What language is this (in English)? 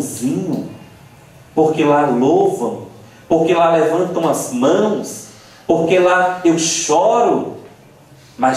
Portuguese